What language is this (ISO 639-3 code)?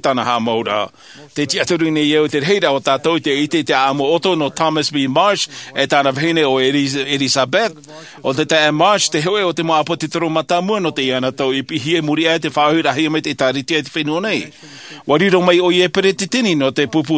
tah